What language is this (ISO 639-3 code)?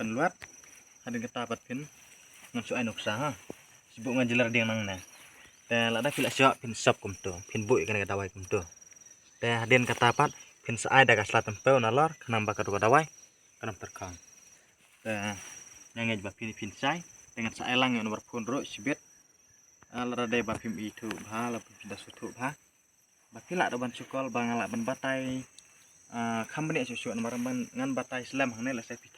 kha